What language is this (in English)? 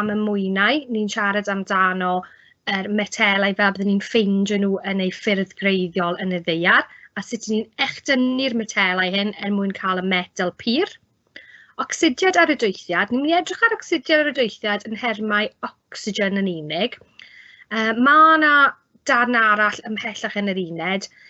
Welsh